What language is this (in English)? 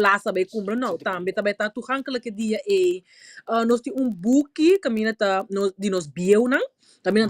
Papiamento